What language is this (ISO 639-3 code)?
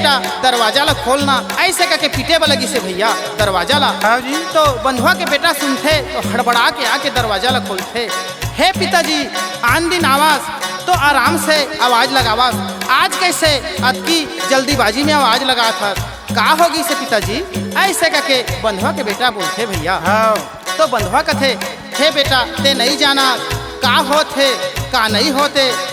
hne